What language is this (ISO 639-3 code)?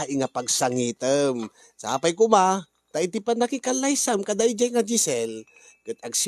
ilo